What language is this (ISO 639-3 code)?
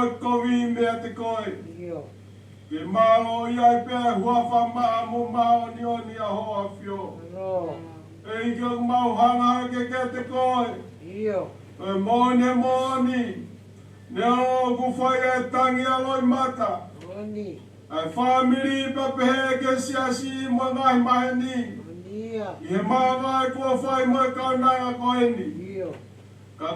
ton